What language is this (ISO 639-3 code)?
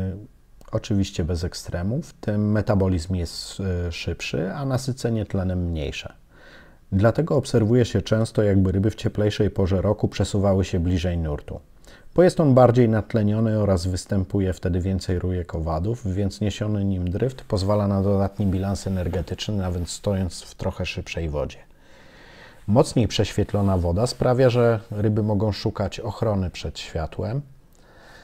pol